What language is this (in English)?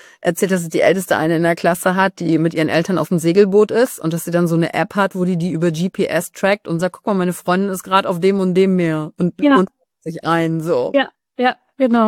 German